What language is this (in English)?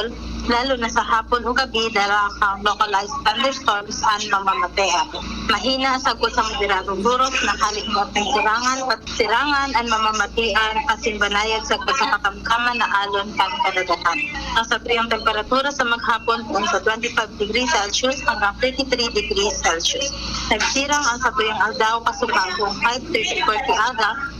Bikol